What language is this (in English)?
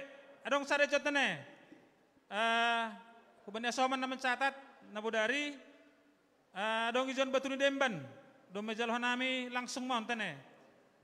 Batak Simalungun